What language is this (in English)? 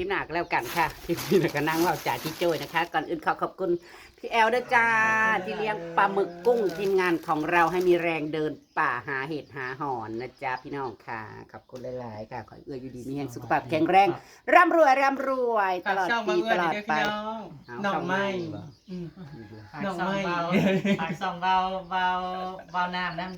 Northeastern Thai